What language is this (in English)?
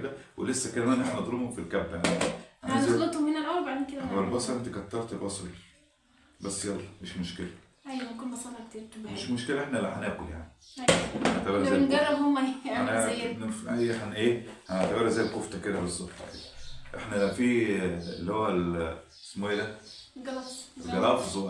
Egyptian Arabic